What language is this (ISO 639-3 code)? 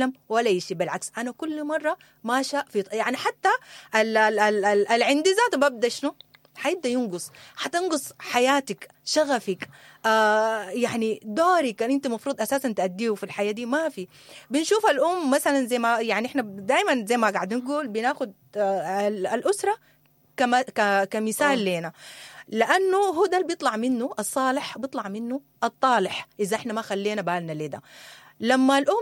apd